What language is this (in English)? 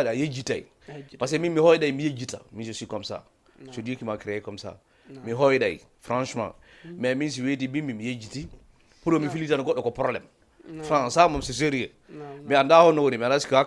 Fula